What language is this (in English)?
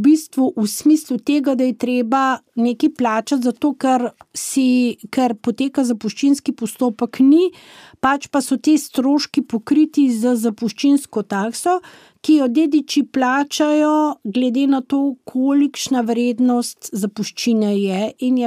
Slovenian